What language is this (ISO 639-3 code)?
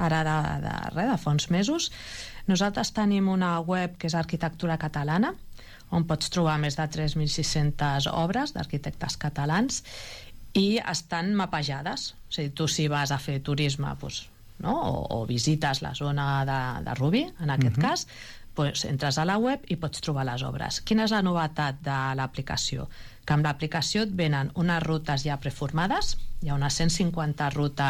cat